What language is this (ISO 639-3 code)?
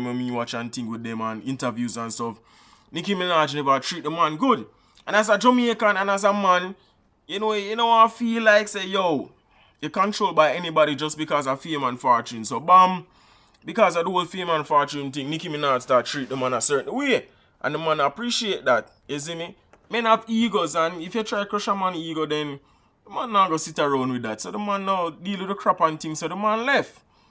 jam